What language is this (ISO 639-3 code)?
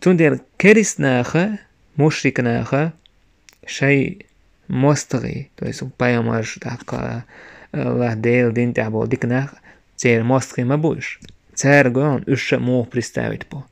che